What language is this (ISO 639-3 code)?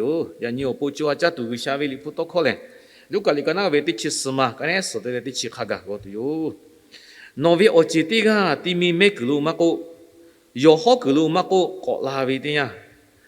lhu